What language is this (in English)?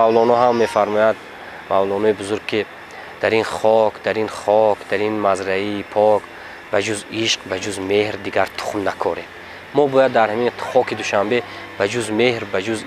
Tajik